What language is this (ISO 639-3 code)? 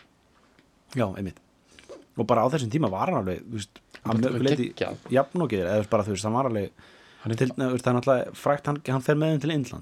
isl